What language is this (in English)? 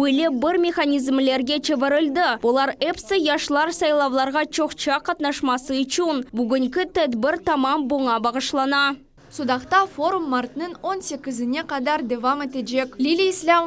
Crimean Tatar